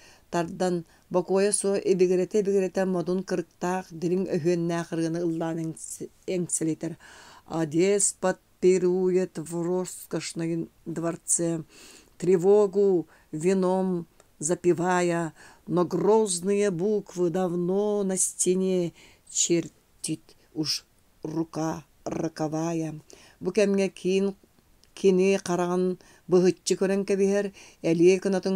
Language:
Yakut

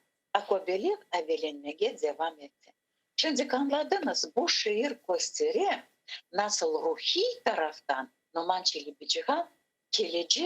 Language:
Crimean Tatar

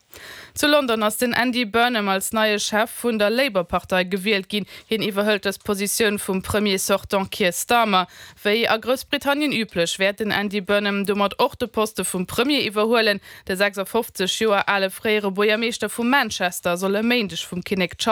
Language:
Luxembourgish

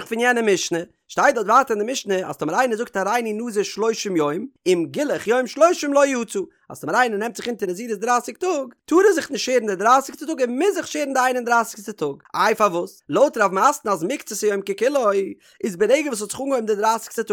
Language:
Yiddish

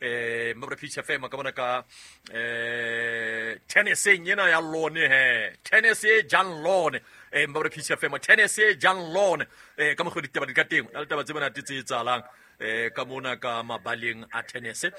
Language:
Southern Sotho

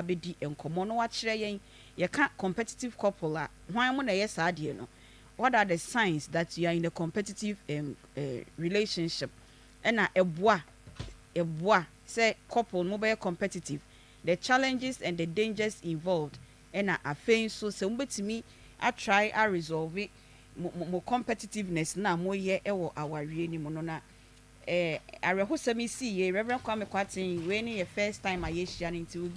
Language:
Akan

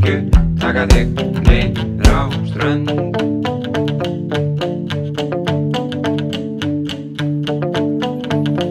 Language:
Icelandic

